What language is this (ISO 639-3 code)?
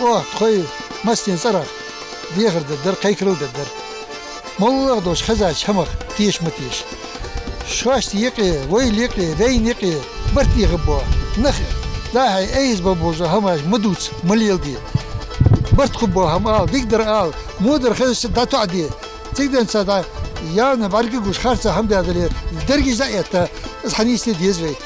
inh